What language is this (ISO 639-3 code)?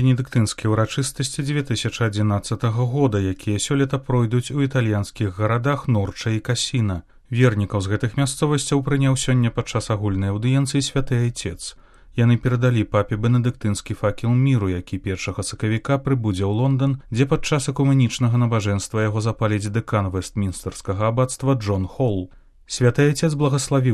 bel